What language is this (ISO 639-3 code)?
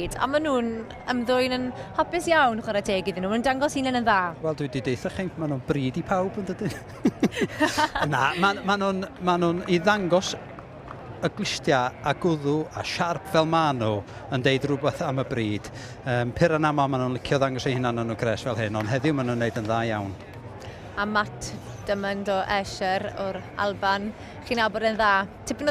cym